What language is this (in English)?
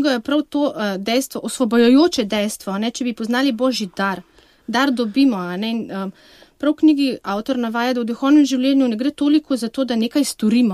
Slovenian